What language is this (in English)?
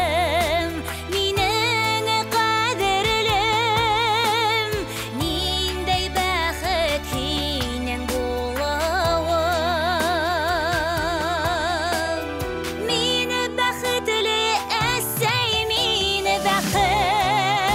Bashkir